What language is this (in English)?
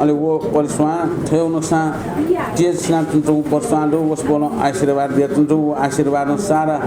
Newari